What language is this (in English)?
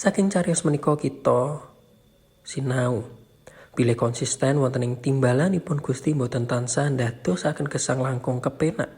Javanese